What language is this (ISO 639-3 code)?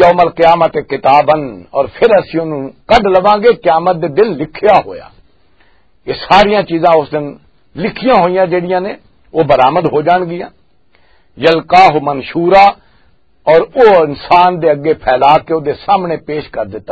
lah